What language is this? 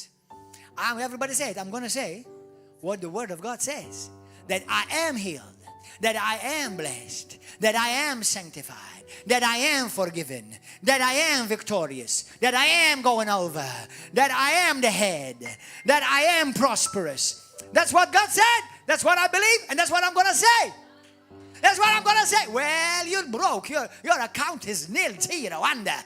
English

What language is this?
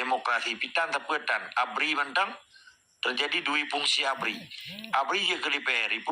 Achinese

